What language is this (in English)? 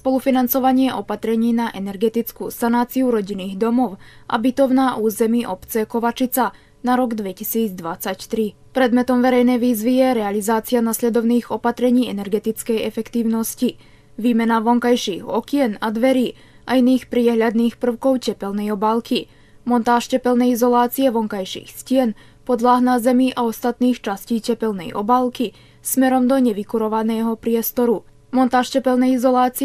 Slovak